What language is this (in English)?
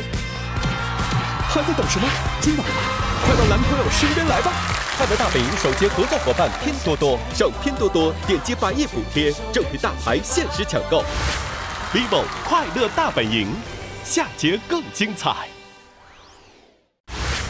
Chinese